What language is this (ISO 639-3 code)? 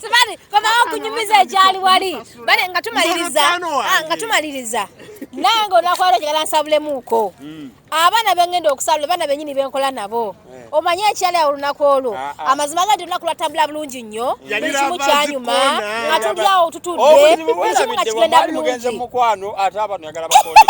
lug